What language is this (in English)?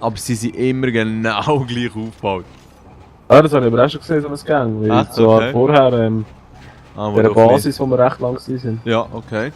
Swiss German